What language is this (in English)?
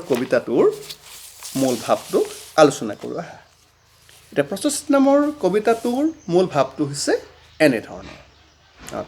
Assamese